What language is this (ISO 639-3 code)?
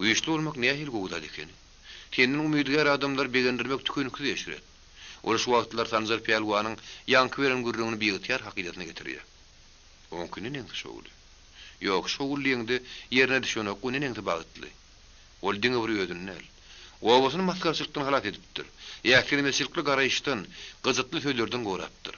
tuk